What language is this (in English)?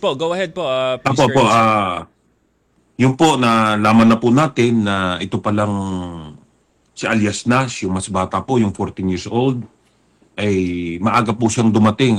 Filipino